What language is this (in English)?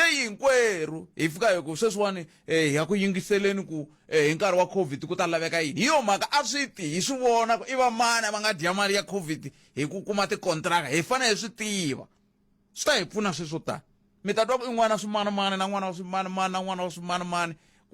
Tsonga